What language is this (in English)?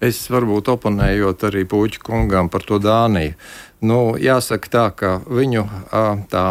Latvian